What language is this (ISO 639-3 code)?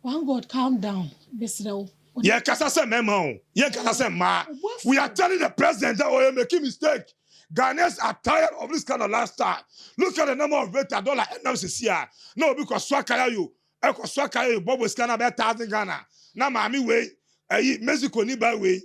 aka